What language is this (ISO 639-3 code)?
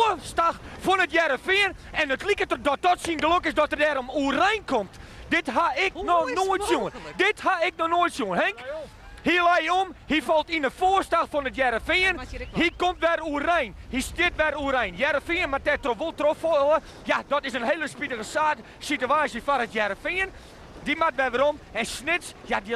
fry